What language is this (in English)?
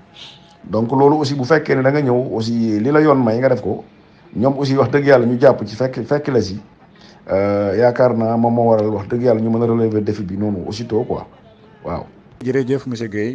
Wolof